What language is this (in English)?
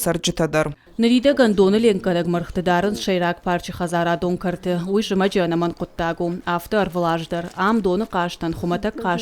Ossetic